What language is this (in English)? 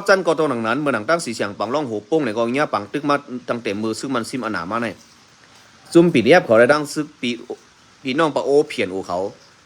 Shan